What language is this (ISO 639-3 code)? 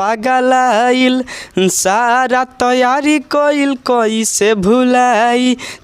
bho